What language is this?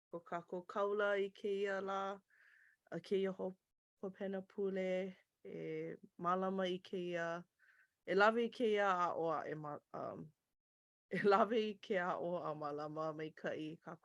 Hawaiian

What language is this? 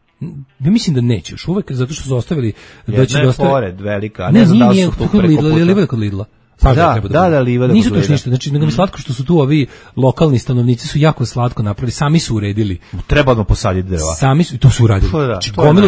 Serbian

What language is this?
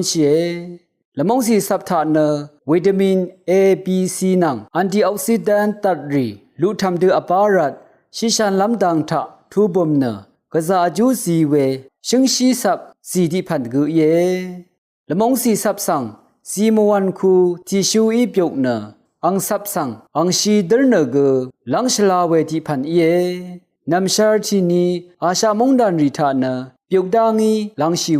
Rawang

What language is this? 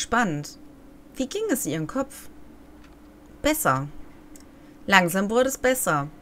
German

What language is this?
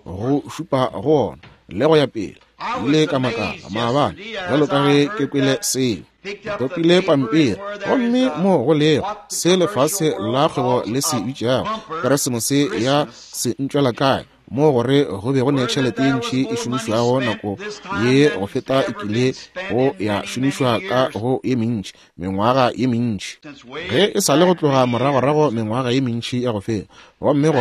Northern Sotho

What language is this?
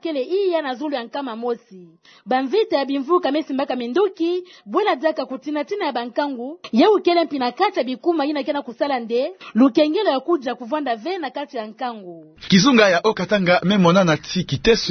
Kituba (Democratic Republic of Congo)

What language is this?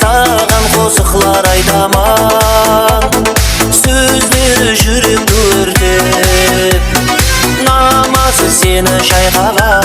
Kara-Kalpak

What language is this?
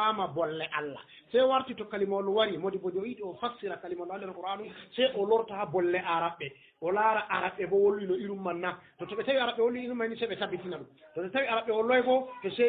Fula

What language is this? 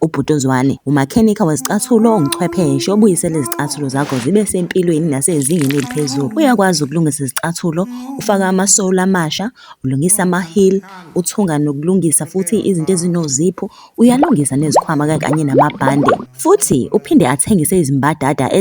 Zulu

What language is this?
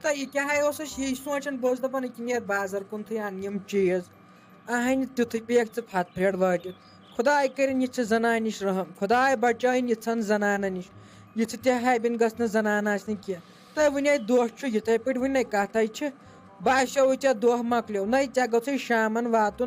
Kashmiri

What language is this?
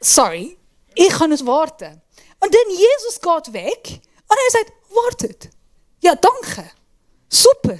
Swiss German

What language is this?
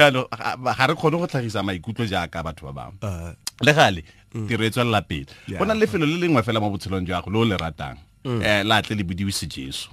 Tswana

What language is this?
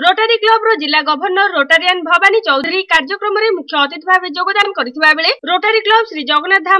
Odia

